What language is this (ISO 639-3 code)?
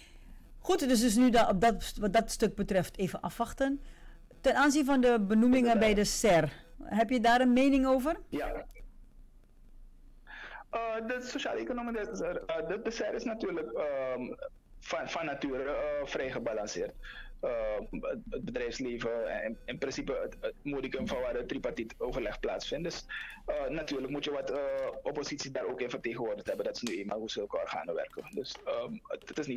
nld